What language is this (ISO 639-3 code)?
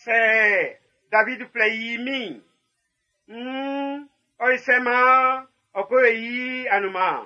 bci